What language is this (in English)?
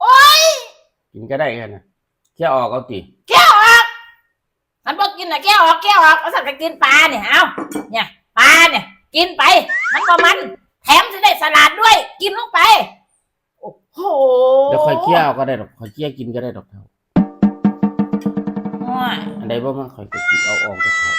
Lao